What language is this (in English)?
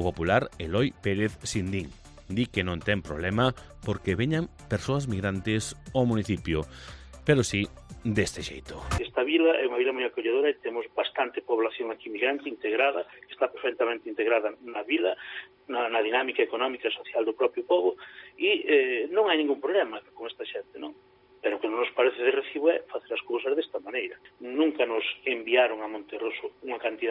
Galician